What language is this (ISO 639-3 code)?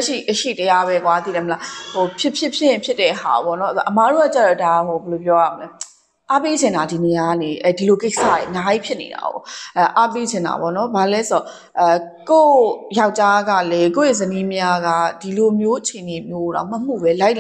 mya